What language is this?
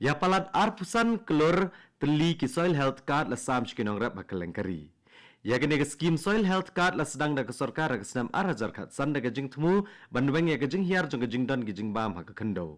Khasi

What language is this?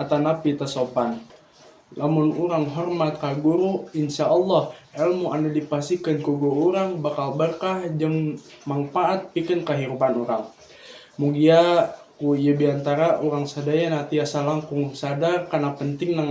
Sundanese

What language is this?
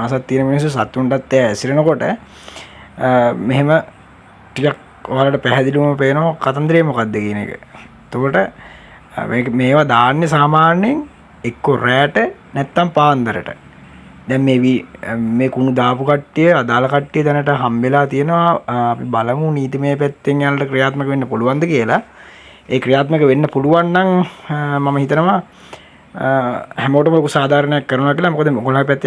Sinhala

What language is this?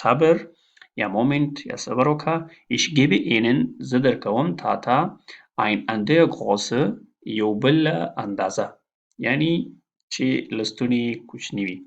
Pashto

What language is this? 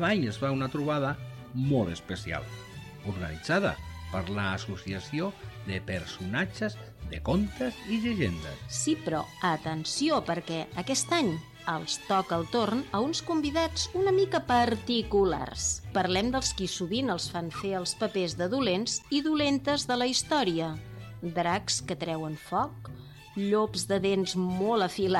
Catalan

